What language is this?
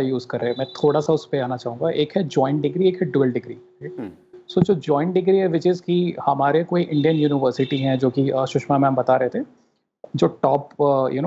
Hindi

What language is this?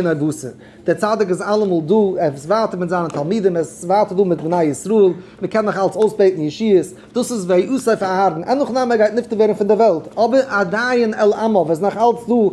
Yiddish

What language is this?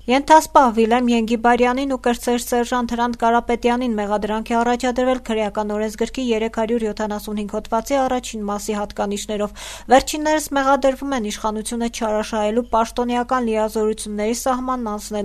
Armenian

